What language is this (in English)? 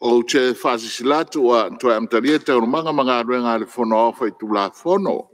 Samoan